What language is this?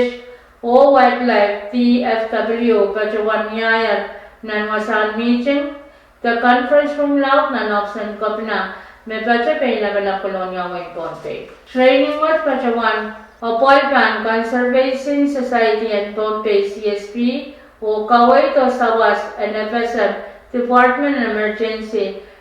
Pohnpeian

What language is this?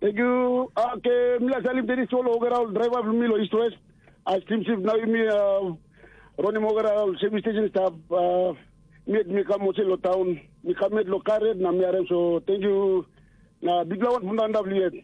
Tok Pisin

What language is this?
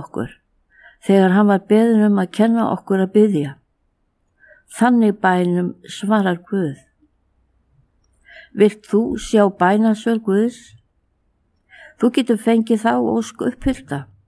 Icelandic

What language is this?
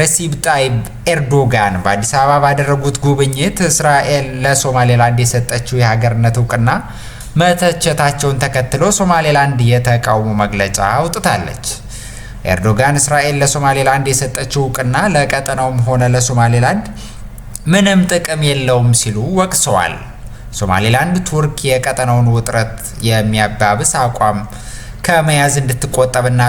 Amharic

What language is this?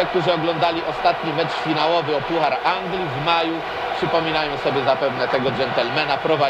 Polish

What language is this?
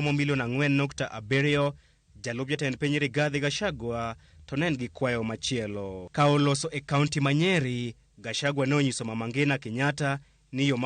Luo (Kenya and Tanzania)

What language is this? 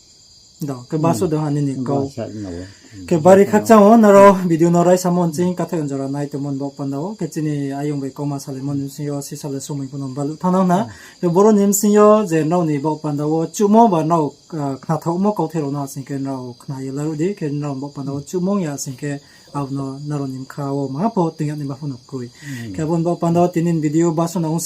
Riang (India)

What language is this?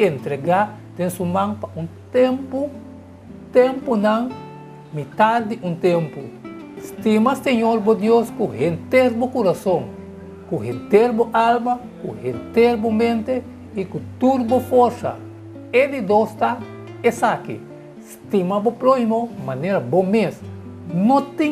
Papiamento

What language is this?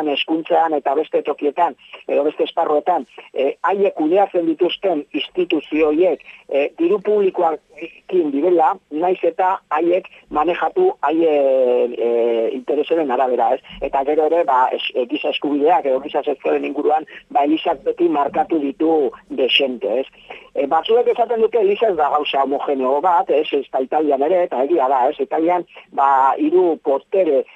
Basque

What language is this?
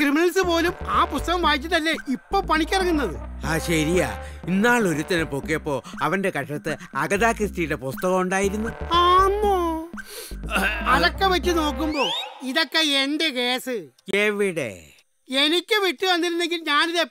Malayalam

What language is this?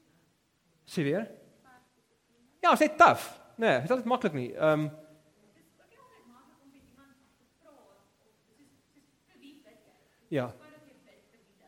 Afrikaans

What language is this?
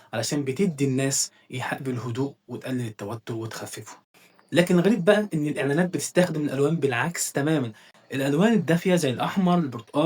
Egyptian Arabic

